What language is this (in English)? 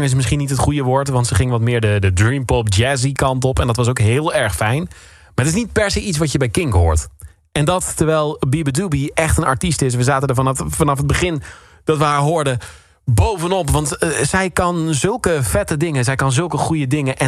Dutch